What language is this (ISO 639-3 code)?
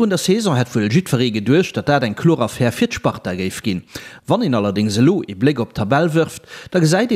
ltz